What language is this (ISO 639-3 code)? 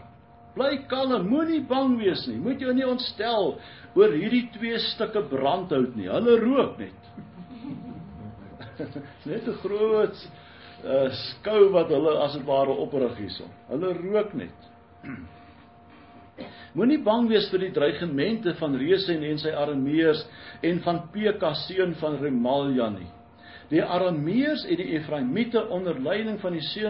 afr